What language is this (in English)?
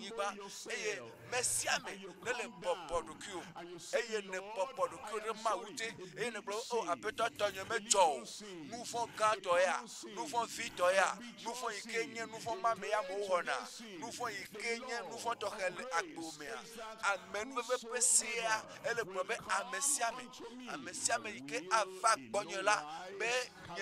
Ewe